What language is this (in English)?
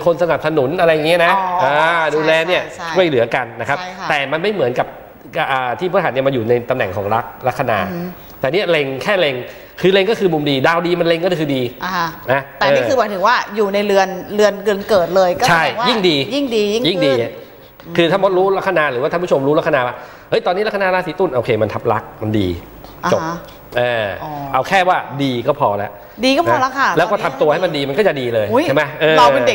Thai